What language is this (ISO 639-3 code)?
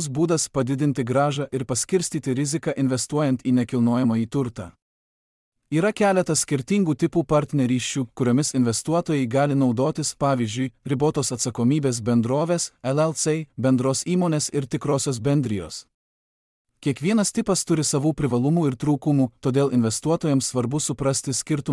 lit